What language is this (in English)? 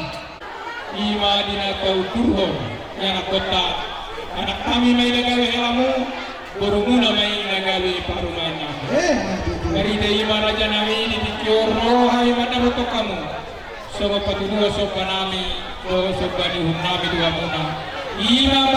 Batak Toba